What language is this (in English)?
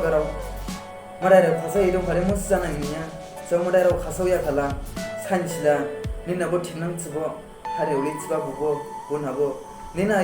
Dimasa